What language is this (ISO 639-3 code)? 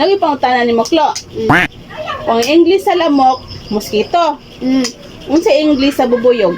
ceb